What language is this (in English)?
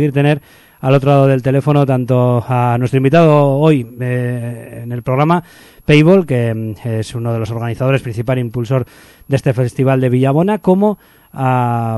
Spanish